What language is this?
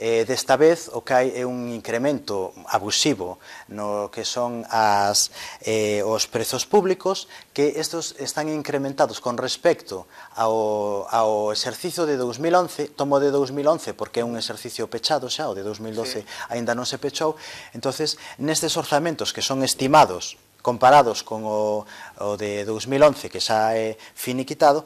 Galician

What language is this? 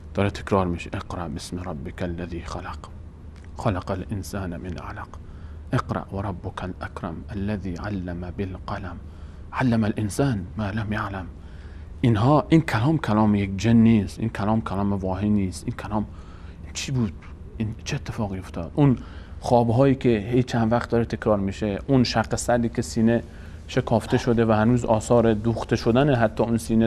Persian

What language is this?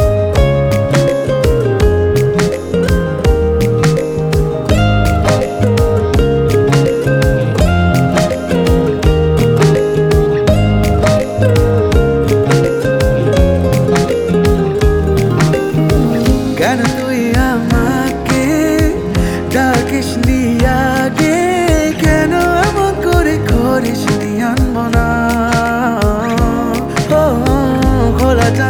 Bangla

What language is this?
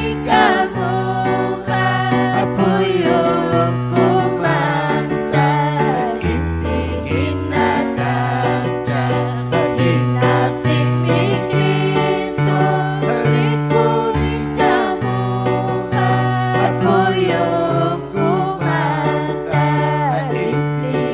Ayacucho Quechua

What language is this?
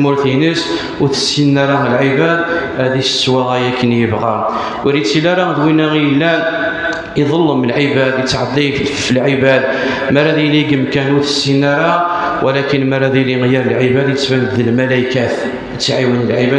Kabyle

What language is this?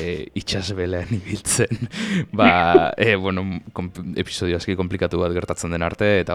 Basque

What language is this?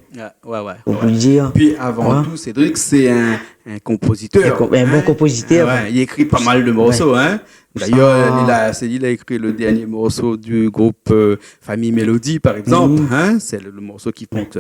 Réunion Creole French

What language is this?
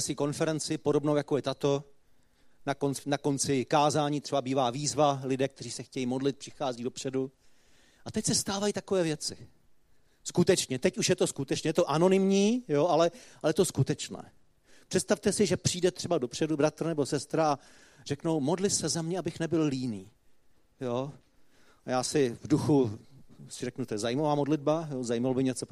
Czech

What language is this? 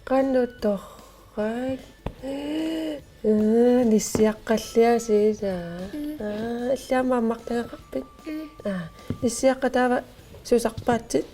Kalaallisut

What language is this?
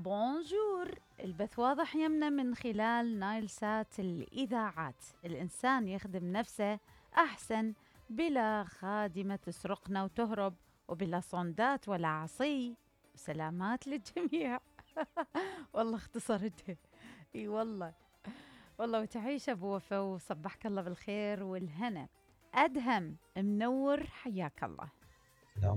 Mesopotamian Arabic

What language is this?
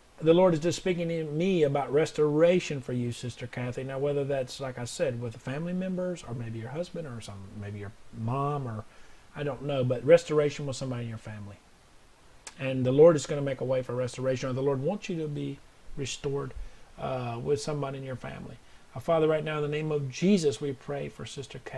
English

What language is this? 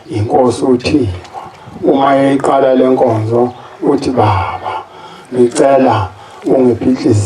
Zulu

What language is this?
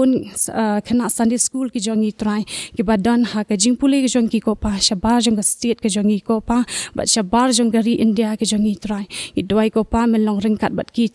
Khasi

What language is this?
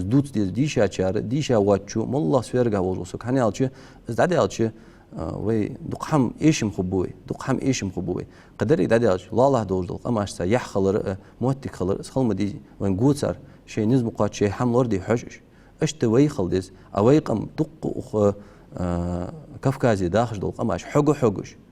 Ingush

